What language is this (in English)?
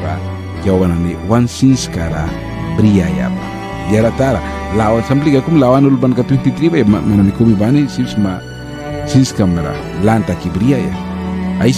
Mískito